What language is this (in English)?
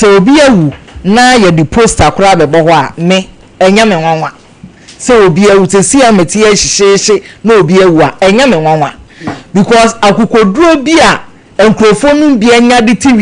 Akan